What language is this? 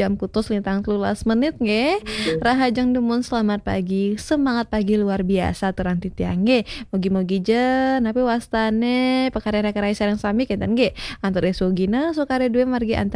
Balinese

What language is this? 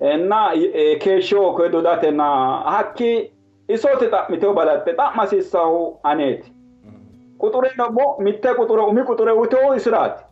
Sidamo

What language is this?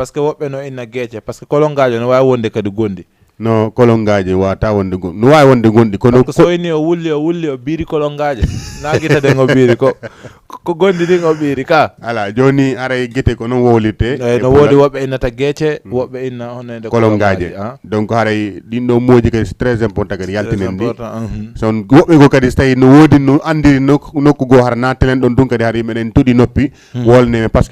Fula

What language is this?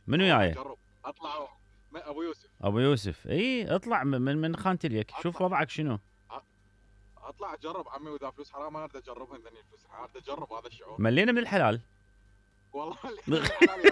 Mesopotamian Arabic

